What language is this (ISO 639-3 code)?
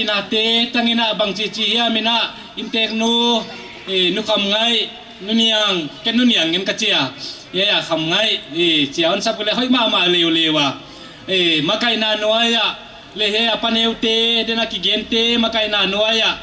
pck